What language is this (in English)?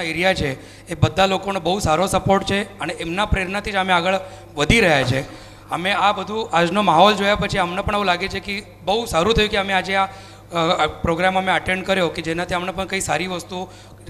Gujarati